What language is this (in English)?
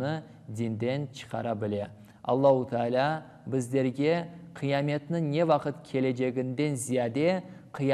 Crimean Tatar